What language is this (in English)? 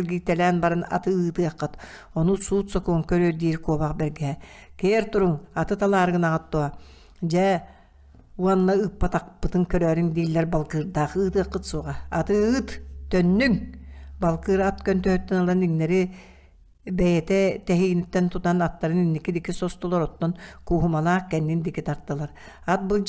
Yakut